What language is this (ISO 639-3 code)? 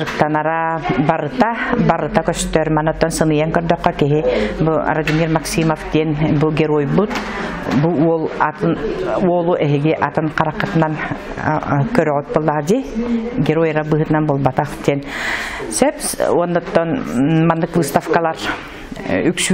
sah